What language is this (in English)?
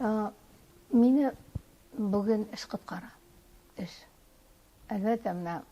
Tatar